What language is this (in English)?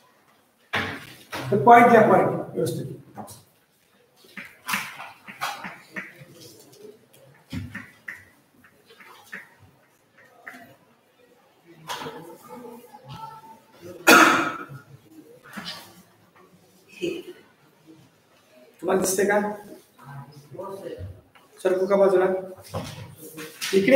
Marathi